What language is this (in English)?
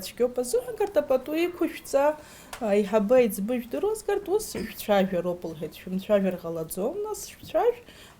Abkhazian